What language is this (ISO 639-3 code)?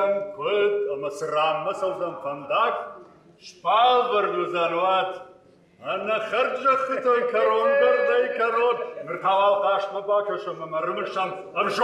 oss